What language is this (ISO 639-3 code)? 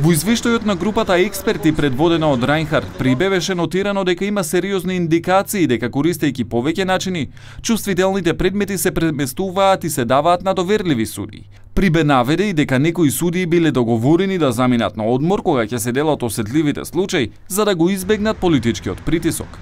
mkd